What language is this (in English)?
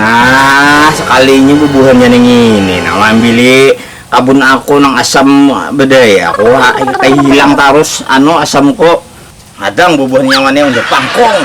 Banjar